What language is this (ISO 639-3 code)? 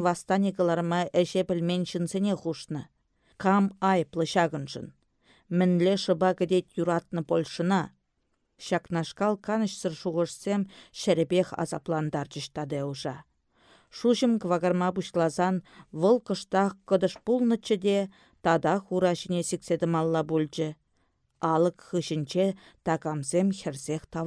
chv